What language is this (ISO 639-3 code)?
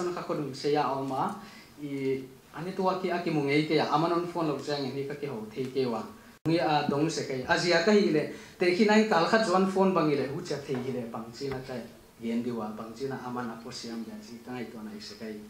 pck